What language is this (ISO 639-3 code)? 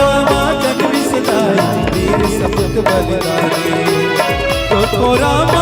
hne